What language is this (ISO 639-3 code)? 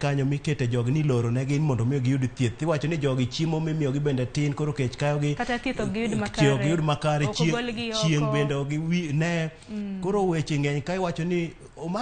luo